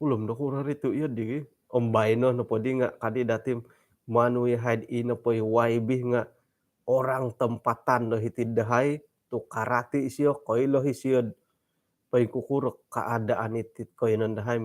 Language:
Central Dusun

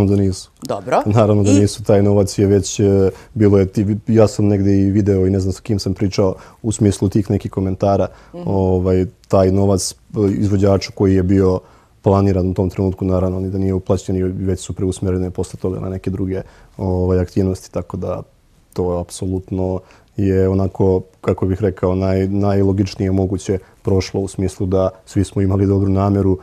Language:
Serbian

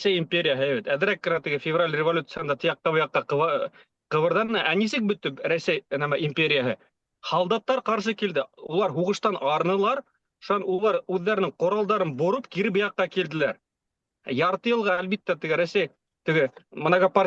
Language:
Bashkir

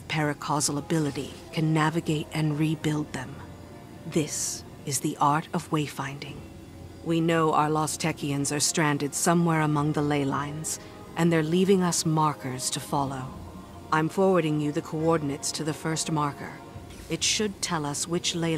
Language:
English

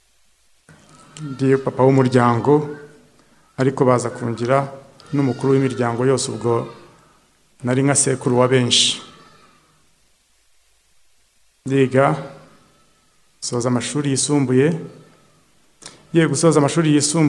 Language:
Kinyarwanda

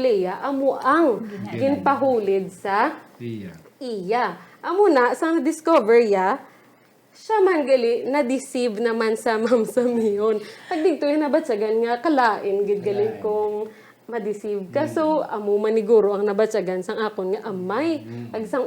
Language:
Hiligaynon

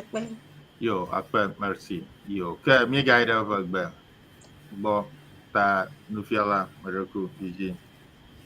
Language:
Ewe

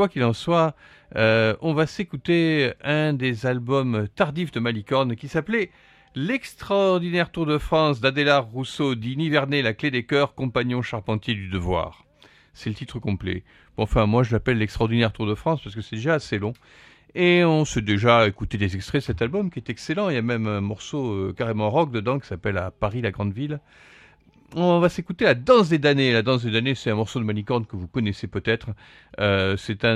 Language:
French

